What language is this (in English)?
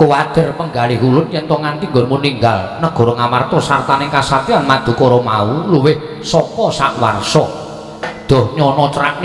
Javanese